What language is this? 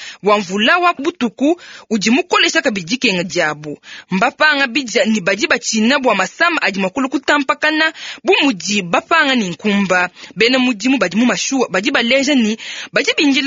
Luba-Lulua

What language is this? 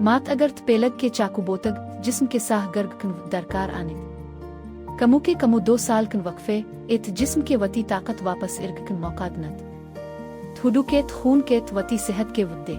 Baluchi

